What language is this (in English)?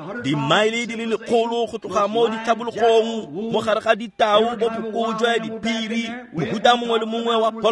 Tswana